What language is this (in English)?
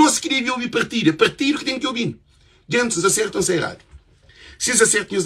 Kabuverdianu